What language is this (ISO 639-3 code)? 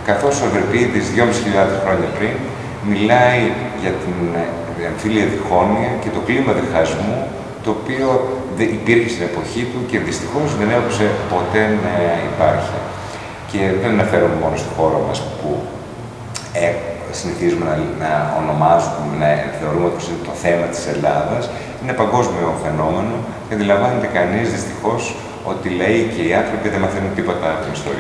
ell